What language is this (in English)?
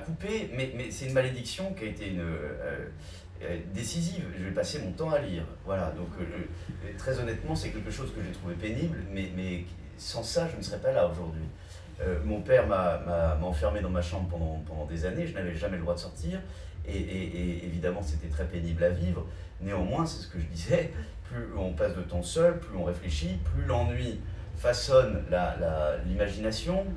French